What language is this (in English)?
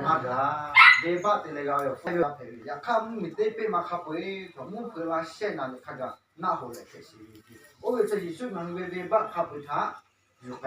Lahu